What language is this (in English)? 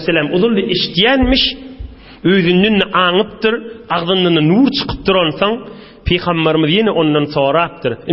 Turkmen